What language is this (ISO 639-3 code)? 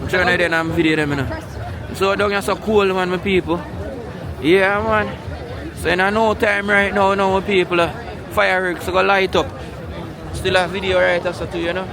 jam